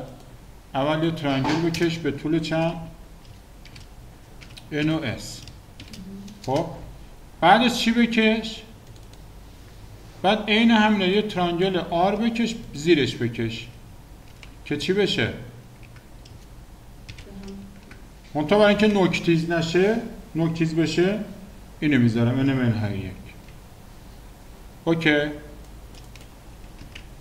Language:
Persian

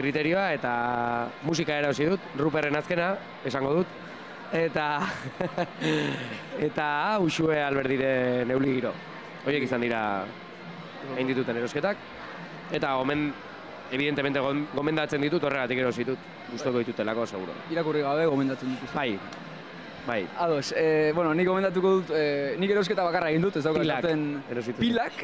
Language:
Basque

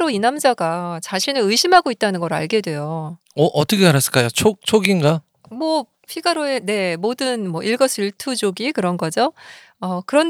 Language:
Korean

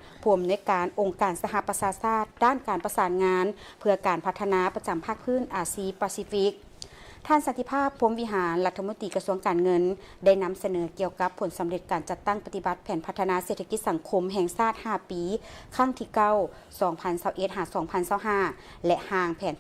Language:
Lao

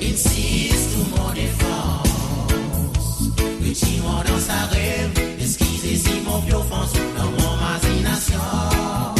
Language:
Morisyen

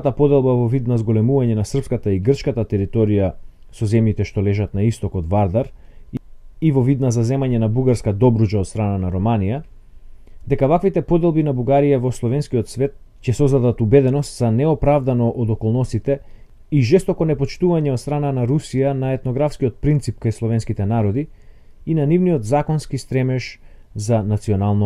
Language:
Macedonian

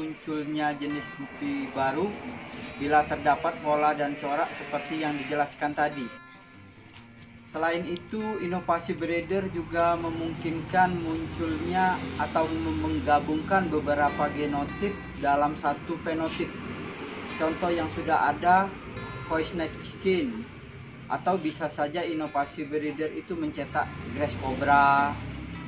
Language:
Indonesian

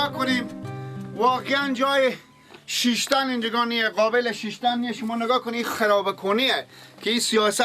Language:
Persian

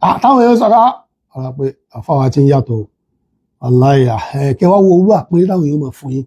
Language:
Yoruba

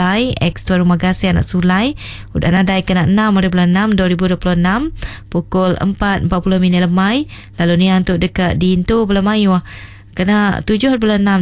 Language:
Iban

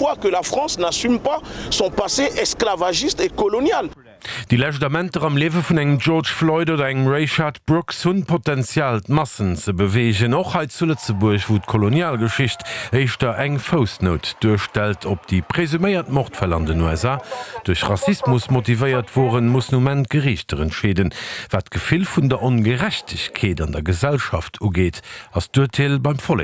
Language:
Luxembourgish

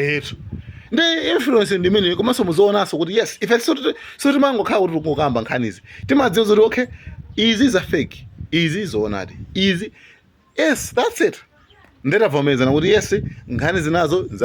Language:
Nyanja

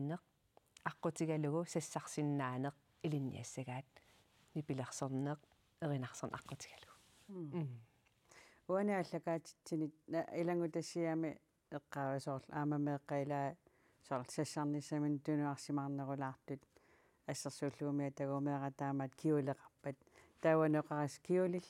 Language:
Kalaallisut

